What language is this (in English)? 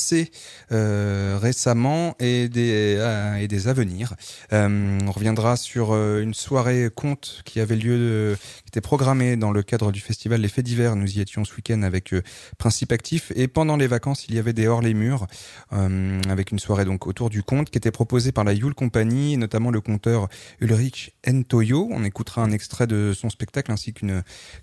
French